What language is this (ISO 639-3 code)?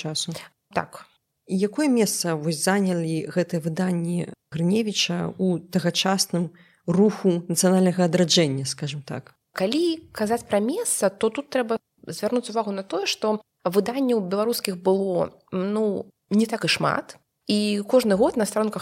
bel